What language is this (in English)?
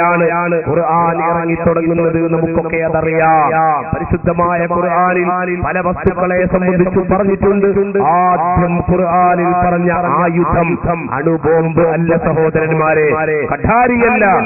Malayalam